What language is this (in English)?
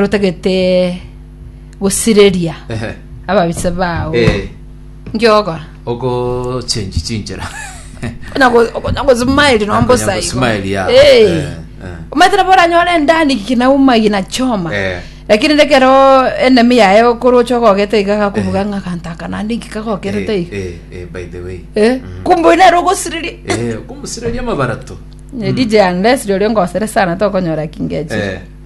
Gusii